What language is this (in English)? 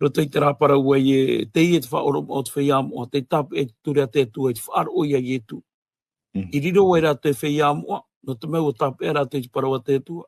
Tahitian